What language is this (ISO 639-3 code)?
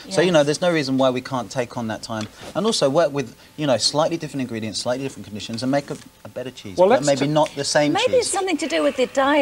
eng